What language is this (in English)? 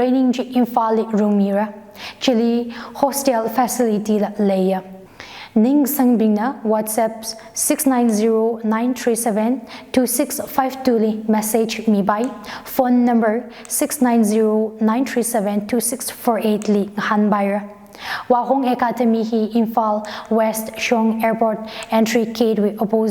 Tangkhul Naga (India)